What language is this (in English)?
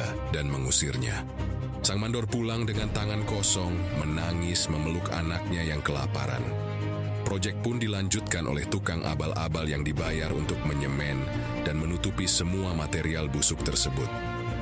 Indonesian